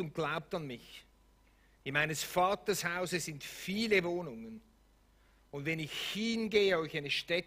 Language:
Swiss German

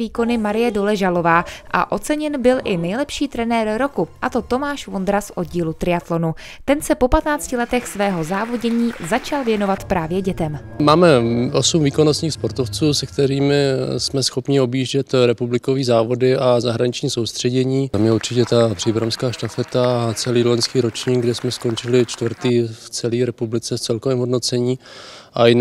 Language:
Czech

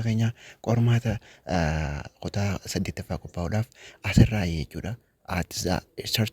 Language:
Oromo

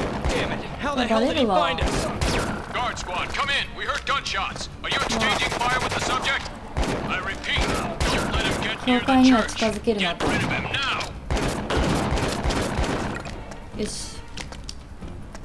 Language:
Japanese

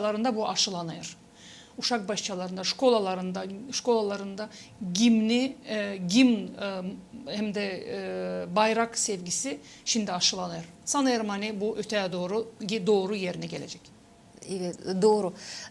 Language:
Gagauz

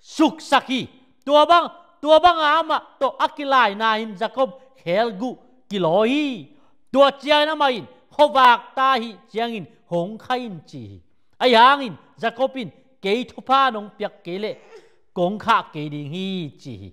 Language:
Tedim Chin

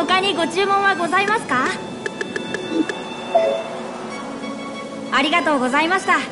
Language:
Japanese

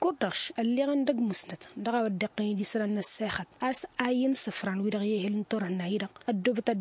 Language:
Tamasheq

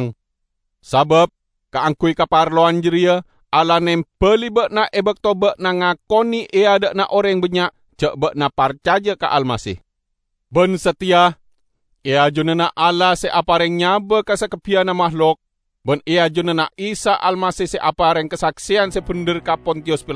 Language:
Madurese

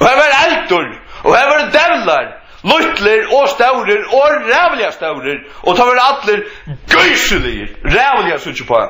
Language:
Faroese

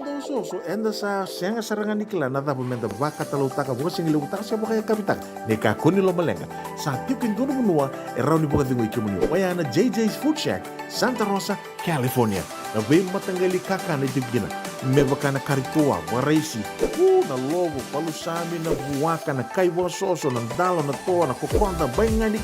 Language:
Fijian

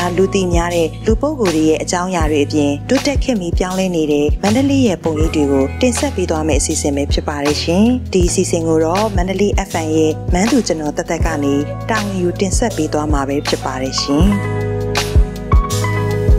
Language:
Burmese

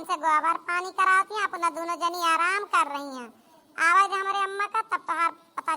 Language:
Awadhi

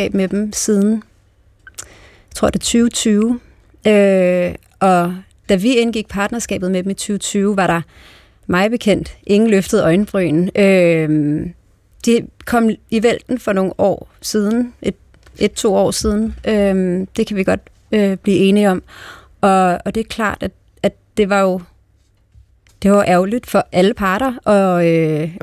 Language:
Danish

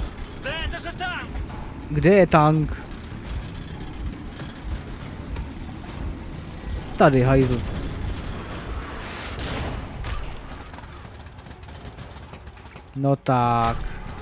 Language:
Czech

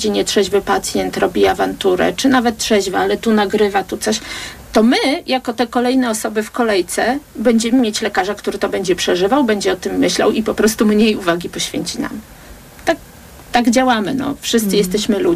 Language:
Polish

